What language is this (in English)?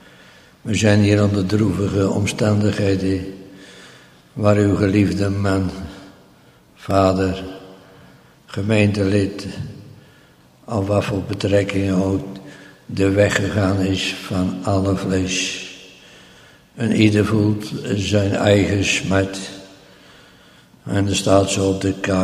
Dutch